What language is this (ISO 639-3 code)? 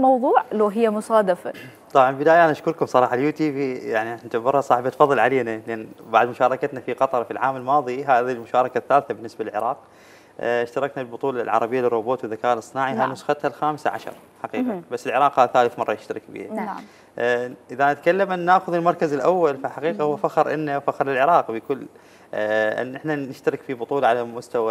acm